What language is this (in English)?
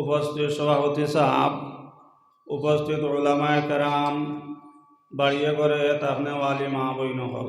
Sylheti